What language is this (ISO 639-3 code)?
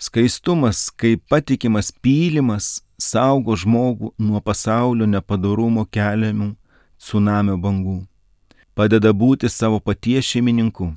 lit